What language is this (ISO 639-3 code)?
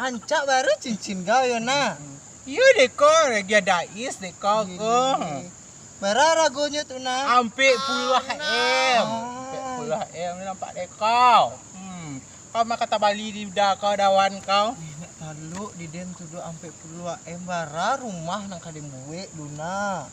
min